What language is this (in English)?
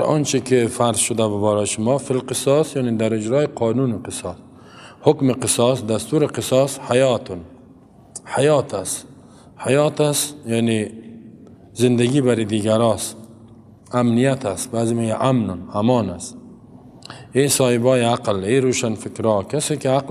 Persian